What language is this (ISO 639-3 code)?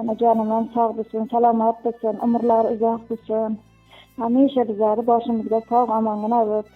uzb